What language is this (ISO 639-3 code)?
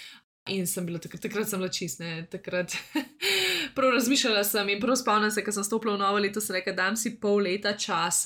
slv